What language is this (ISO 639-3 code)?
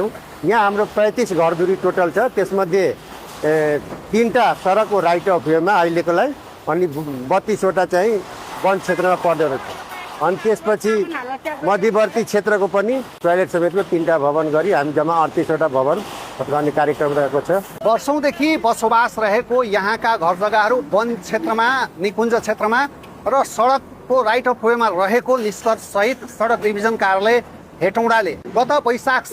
nep